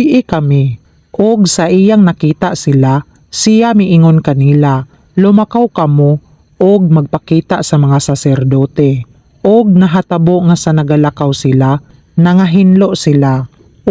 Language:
Cebuano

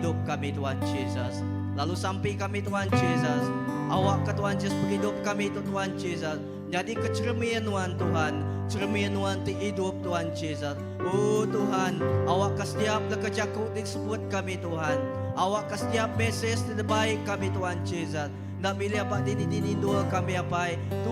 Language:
Iban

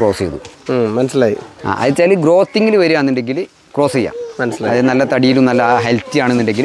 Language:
Malayalam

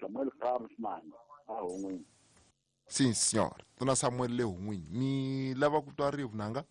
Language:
Tsonga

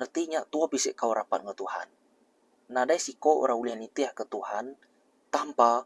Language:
Iban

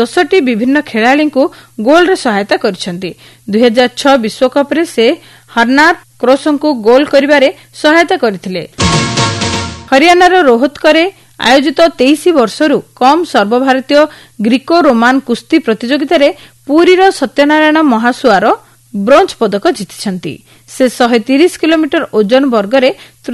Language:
Odia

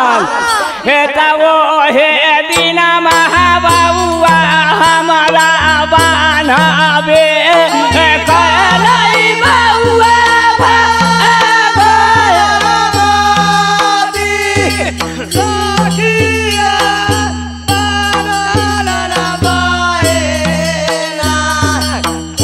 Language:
Bhojpuri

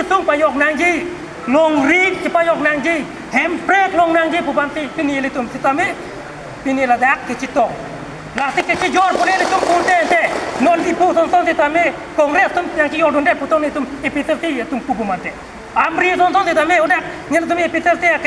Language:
Karbi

